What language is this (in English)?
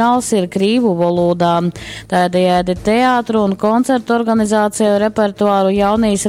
Latgalian